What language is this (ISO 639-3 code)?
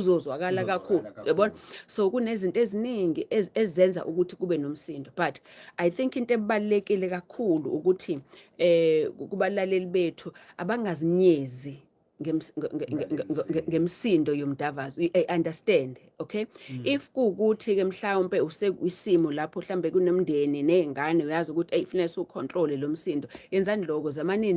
zul